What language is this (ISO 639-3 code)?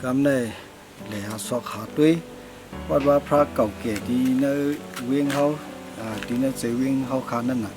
shn